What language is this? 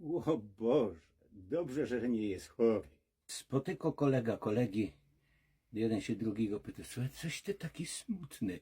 Silesian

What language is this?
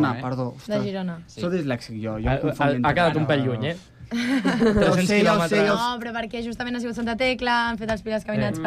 Catalan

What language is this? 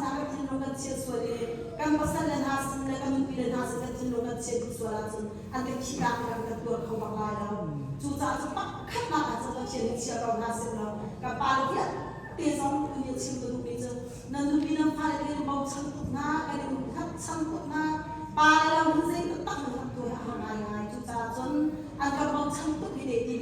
Hakha Chin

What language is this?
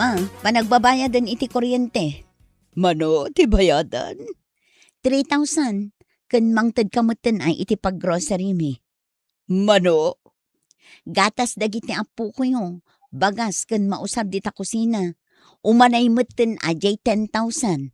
Iloko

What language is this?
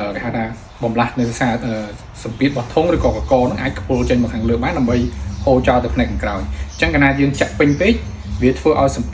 Khmer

